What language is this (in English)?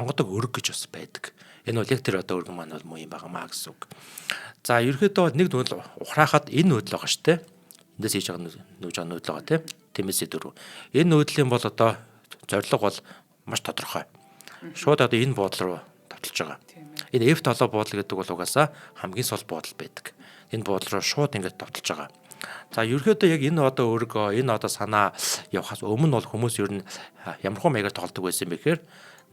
Mongolian